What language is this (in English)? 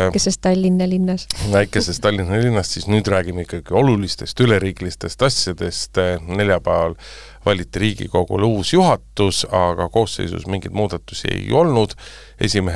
Estonian